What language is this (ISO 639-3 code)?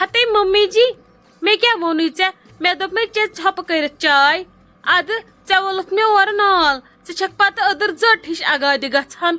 kas